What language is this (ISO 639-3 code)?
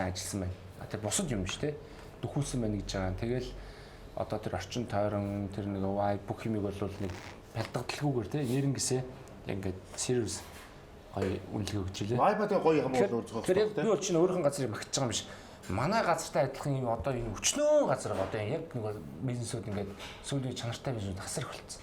mon